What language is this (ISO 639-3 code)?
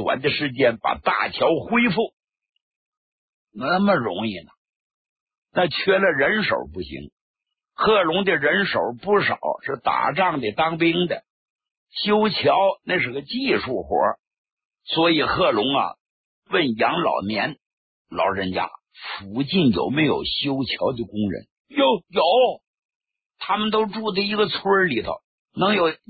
zho